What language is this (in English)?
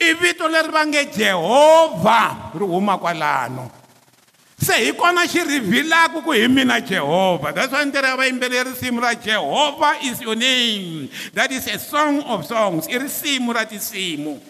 Tsonga